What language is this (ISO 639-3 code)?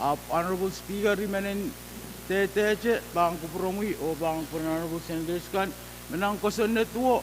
pon